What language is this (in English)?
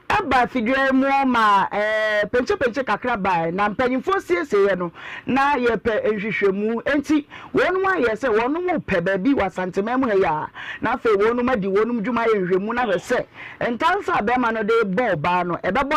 Akan